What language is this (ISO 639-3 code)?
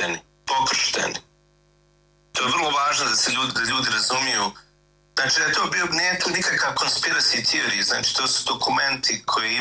bos